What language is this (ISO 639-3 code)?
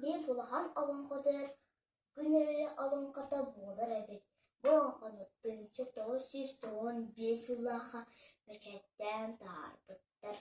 sah